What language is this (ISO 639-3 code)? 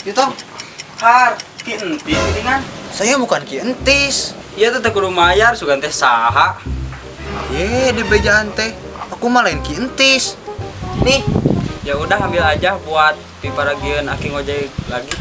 sun